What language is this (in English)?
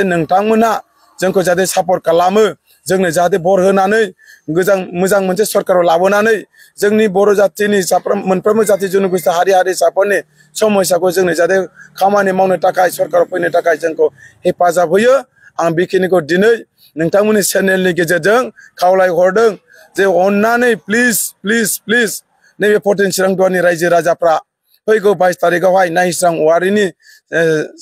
Bodo